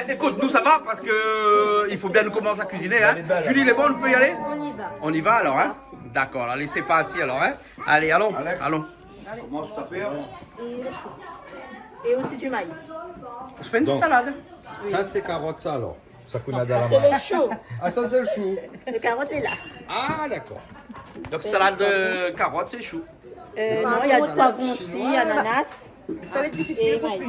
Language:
Réunion Creole French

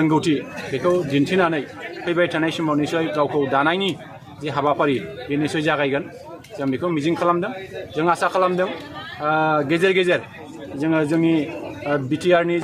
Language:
Bodo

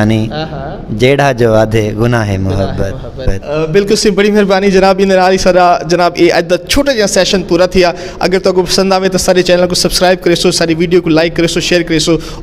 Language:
Saraiki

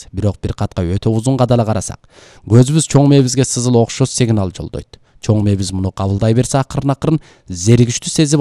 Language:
Kyrgyz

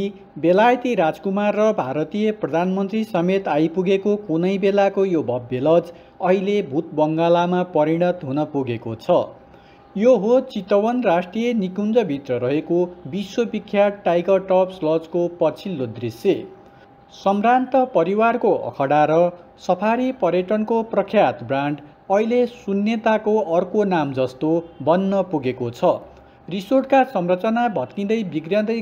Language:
Nepali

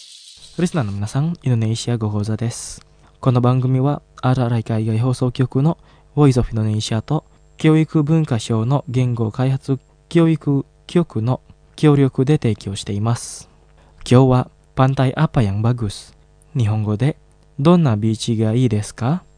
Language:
Japanese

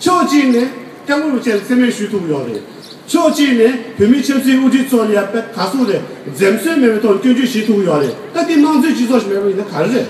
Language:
Tibetan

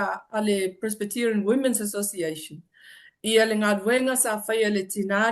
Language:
Samoan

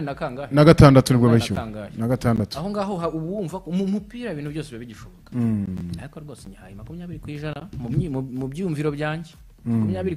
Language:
Kinyarwanda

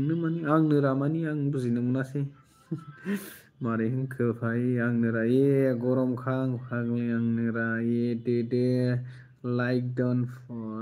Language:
Bodo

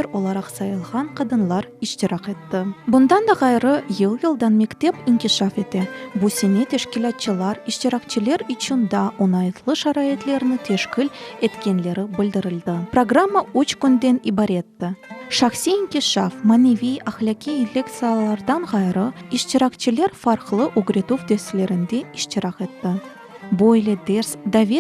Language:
Crimean Tatar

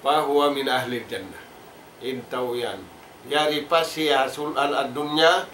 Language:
Tausug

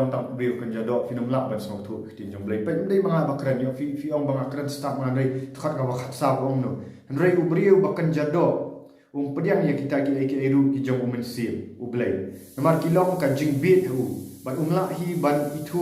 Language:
Khasi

